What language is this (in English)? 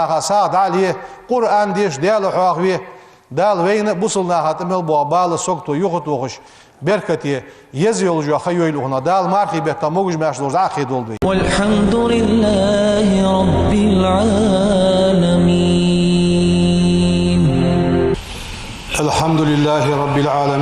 Ingush